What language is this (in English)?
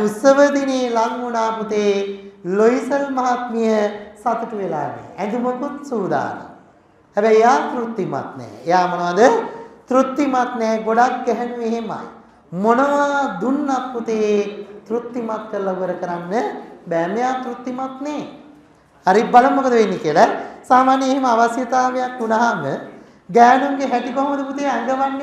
Sinhala